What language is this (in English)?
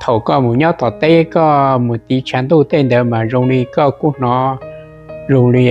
Hmong